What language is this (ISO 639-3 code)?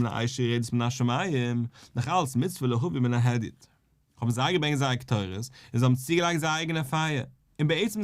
yid